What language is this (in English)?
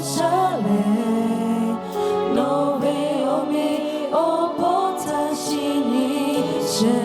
Lahu